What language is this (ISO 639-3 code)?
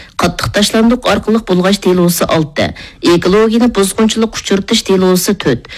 uig